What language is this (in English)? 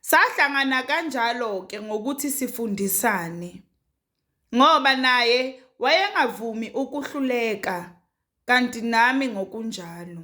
Zulu